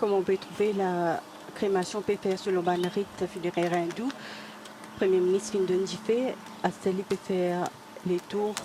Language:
Morisyen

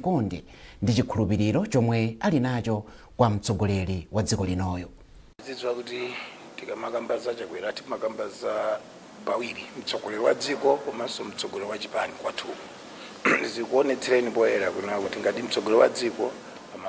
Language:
Nyanja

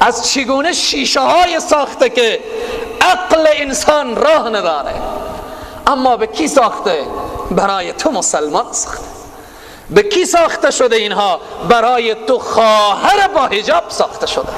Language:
Persian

